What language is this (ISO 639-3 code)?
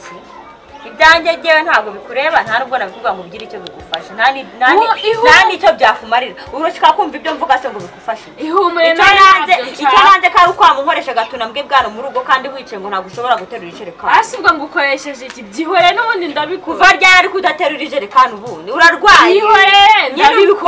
kin